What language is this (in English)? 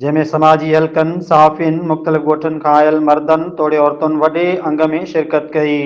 Sindhi